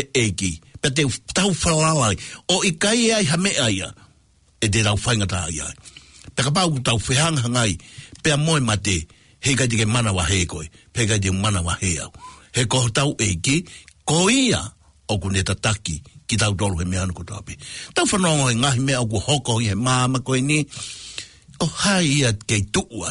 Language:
Tongan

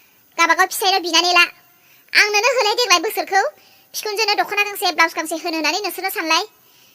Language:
Bodo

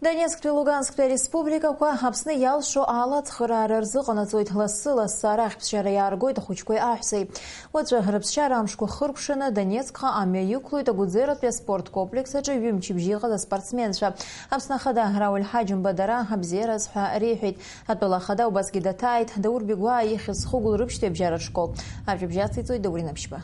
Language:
Abkhazian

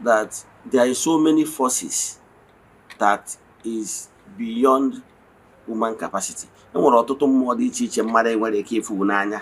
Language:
Igbo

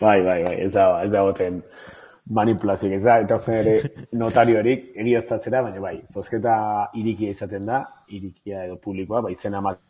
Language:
Basque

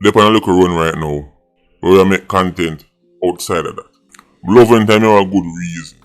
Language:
Jamaican Creole English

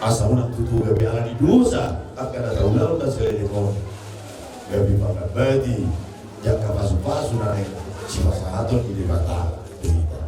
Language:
Batak Toba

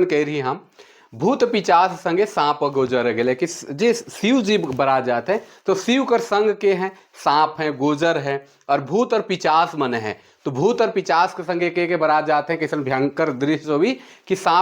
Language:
Sadri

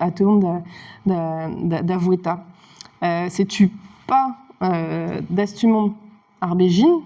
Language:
Breton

